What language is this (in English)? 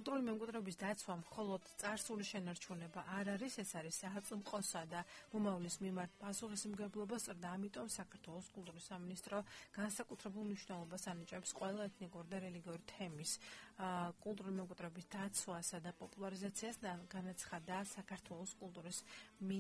Georgian